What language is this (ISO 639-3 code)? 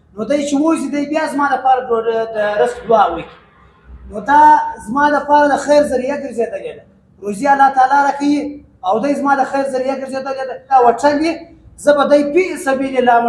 pus